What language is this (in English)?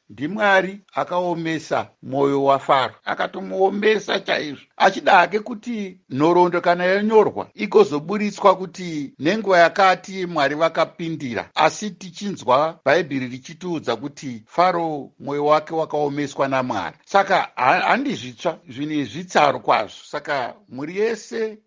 Shona